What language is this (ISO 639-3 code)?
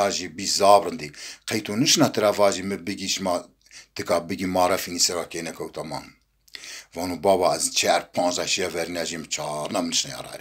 zza